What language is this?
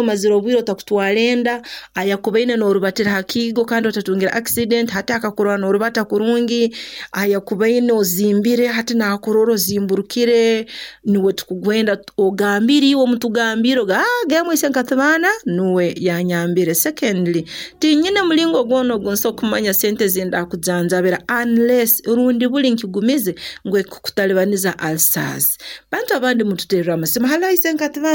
Nyoro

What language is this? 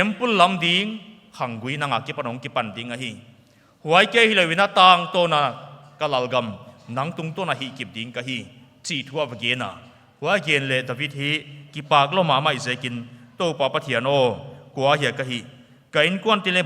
Paite Chin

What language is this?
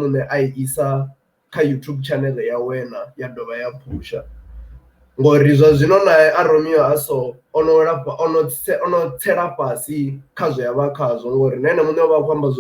Venda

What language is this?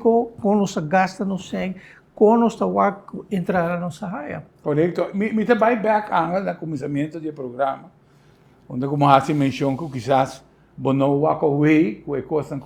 Papiamento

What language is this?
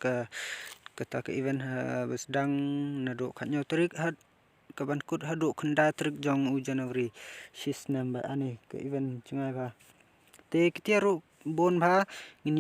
Khasi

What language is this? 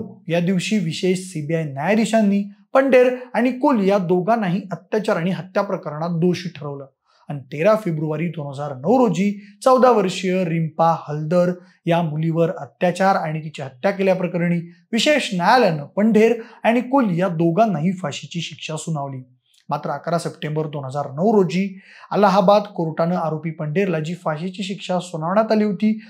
Marathi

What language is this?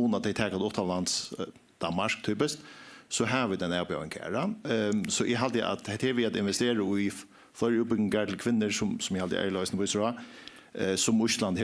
Faroese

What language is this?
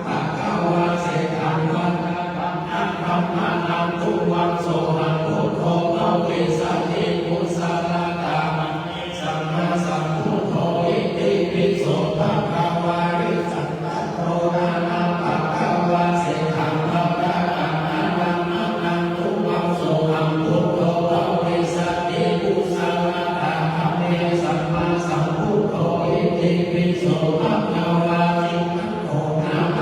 Pali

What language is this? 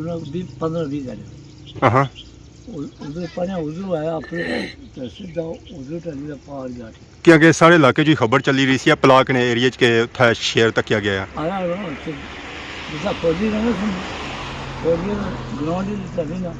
Pahari-Potwari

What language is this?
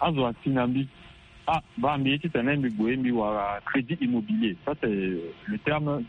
Sango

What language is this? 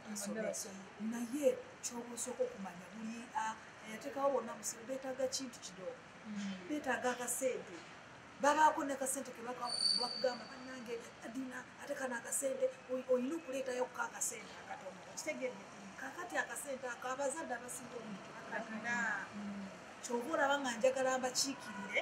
Ganda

